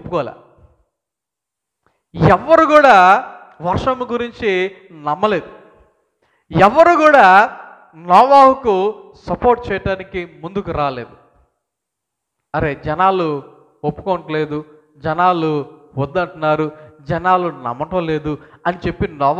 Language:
Telugu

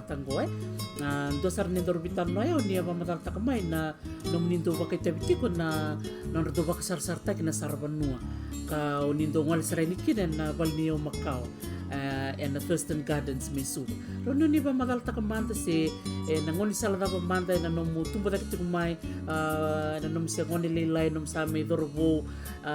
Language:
Fijian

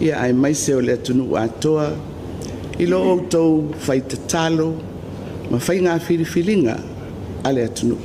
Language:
Samoan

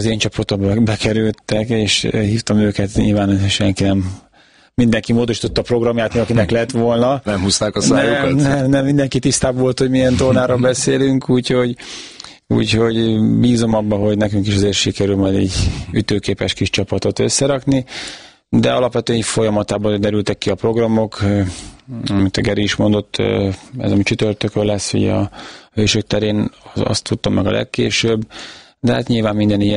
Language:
Hungarian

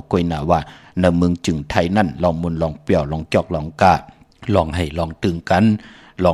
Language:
Shan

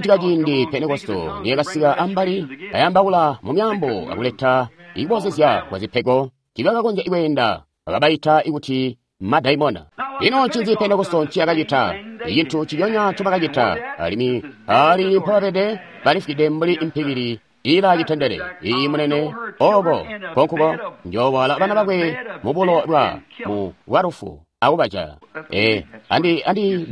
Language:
Tonga (Zambia)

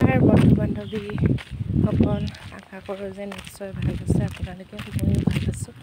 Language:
Assamese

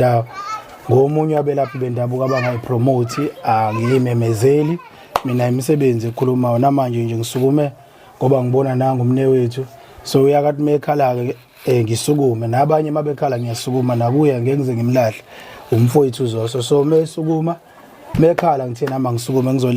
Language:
Zulu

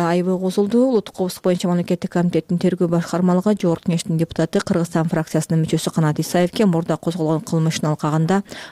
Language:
Kyrgyz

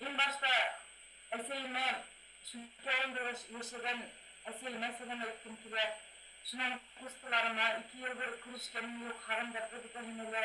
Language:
Bashkir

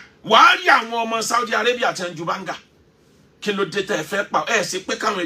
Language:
Yoruba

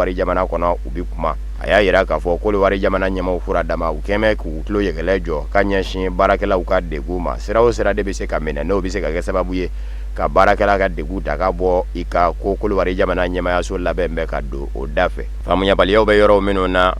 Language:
Bambara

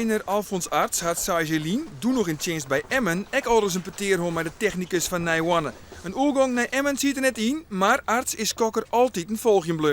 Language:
Western Frisian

